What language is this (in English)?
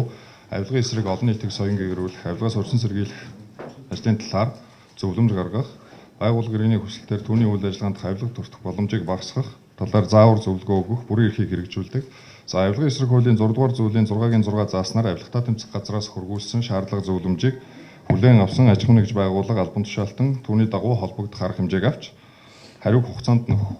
Mongolian